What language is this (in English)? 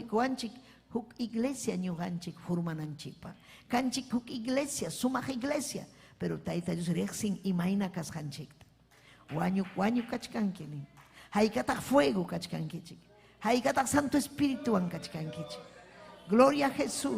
Ayacucho Quechua